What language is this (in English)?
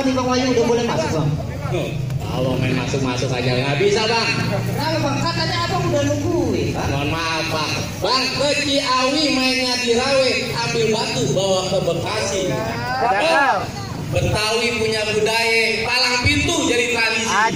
Betawi